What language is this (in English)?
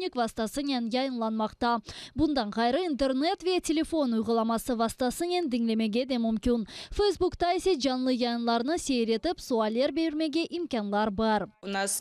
Crimean Tatar